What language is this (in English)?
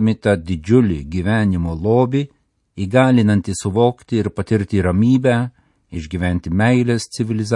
Lithuanian